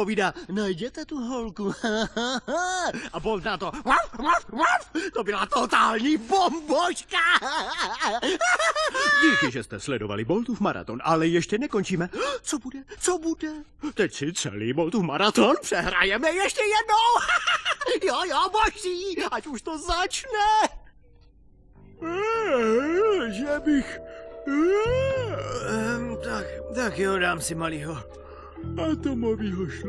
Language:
Czech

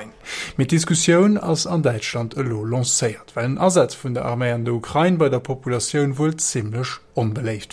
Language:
Luxembourgish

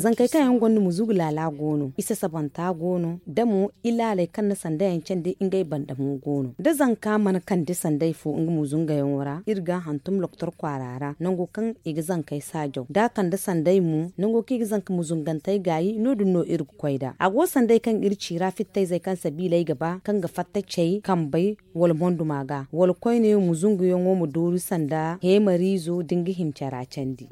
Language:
Zarma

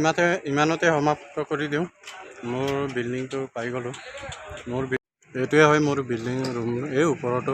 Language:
Assamese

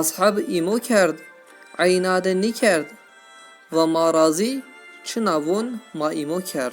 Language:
Zaza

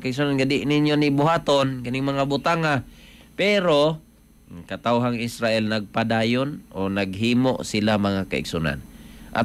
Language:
Cebuano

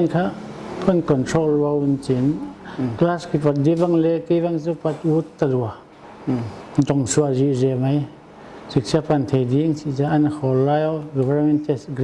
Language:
Paite Chin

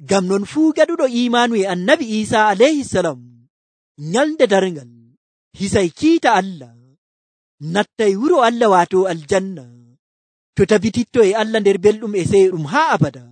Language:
Nigerian Fulfulde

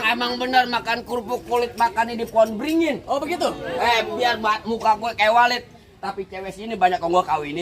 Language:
Betawi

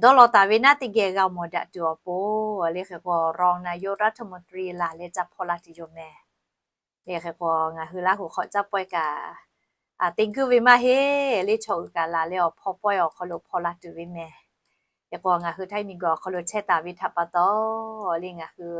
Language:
Lahu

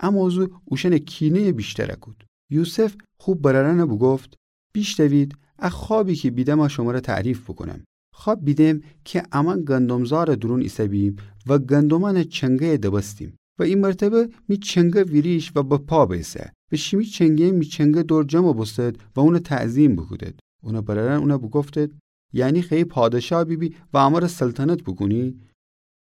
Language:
Gilaki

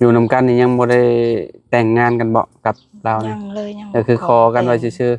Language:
Lao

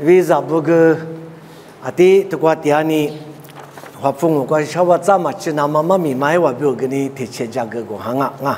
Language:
Lisu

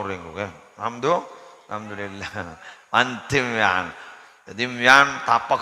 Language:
Madurese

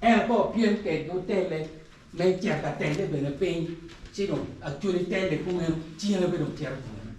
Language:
Acoli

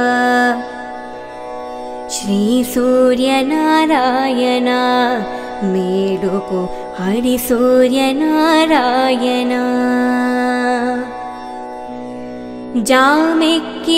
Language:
Telugu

